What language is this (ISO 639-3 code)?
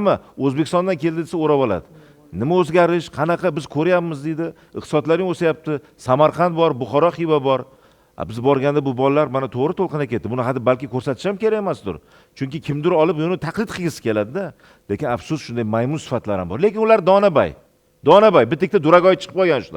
uzb